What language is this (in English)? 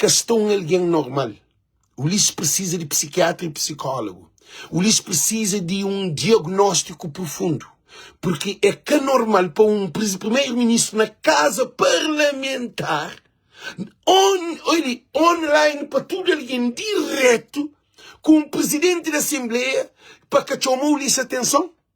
Kabuverdianu